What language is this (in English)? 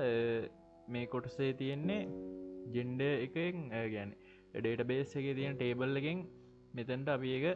Sinhala